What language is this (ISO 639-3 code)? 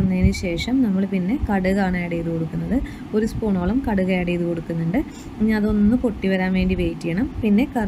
mal